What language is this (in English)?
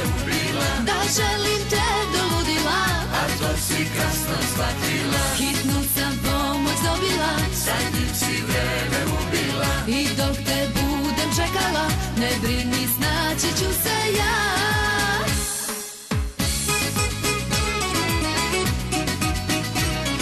Serbian